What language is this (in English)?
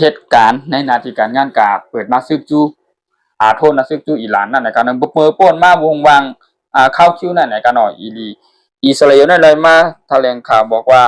Shan